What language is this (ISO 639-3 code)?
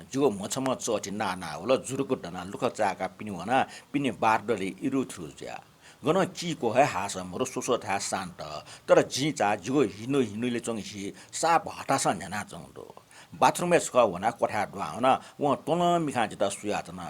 new